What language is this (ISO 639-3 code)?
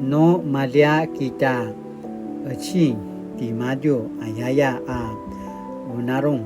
pwn